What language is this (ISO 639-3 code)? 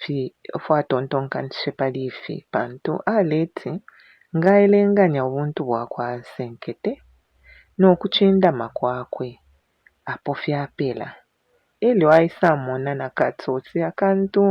bem